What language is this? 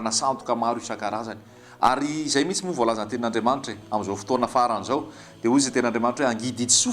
Malagasy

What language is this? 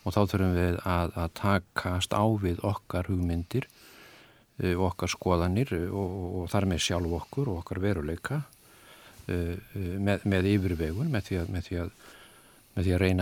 Icelandic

